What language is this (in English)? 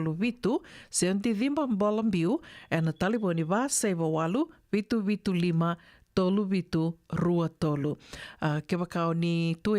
Fijian